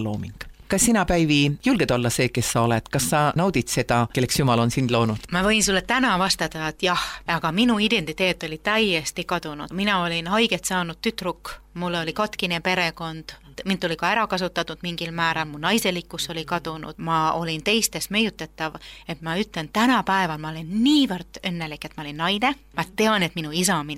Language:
Estonian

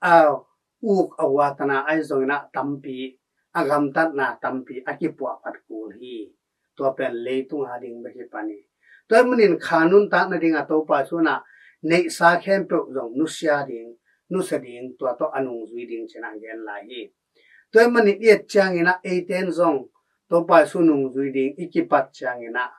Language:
Tedim Chin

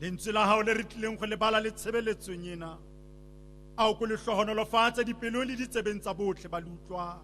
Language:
Tswana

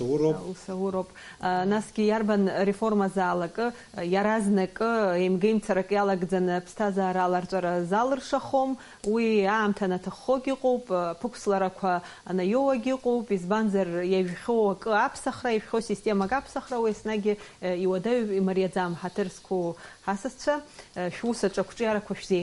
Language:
Abkhazian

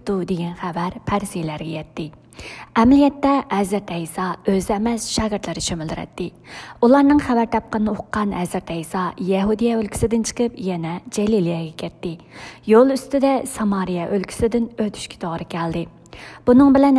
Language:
Uyghur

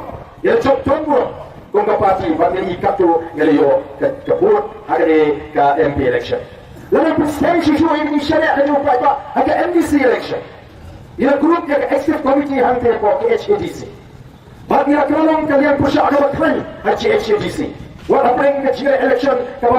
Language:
Khasi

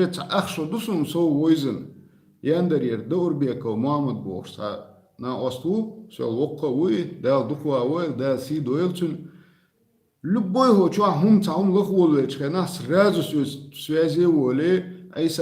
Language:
Chechen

